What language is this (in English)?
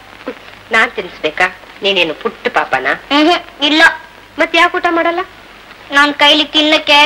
Kannada